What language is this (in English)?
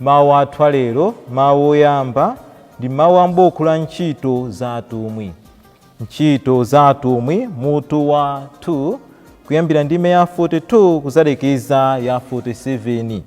Nyanja